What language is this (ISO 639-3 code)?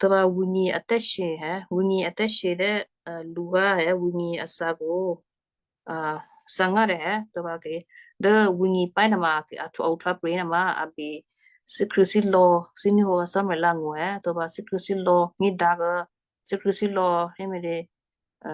kyu